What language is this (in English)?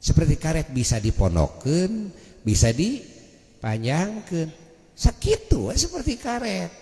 Sundanese